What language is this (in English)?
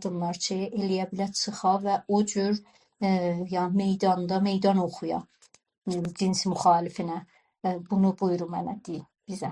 South Azerbaijani